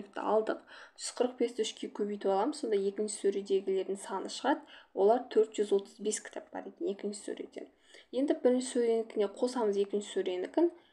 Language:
Kazakh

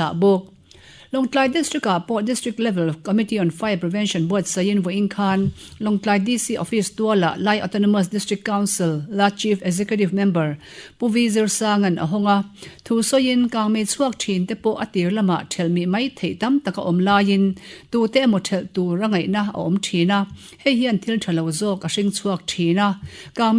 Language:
Mizo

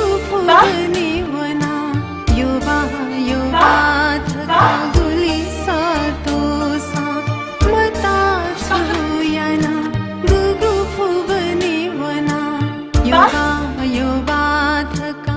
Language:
Newari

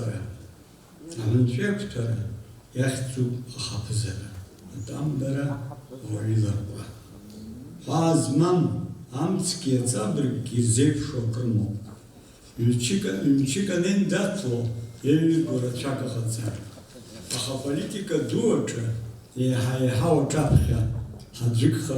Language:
Abkhazian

